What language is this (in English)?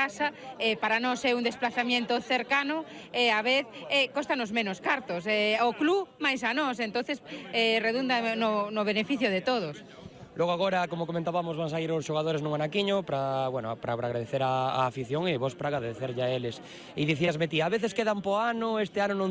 Galician